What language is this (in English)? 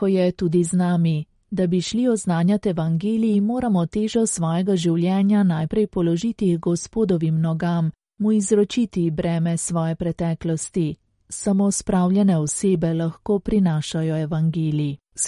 Slovenian